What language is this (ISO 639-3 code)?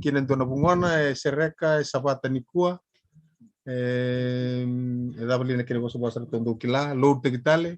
fij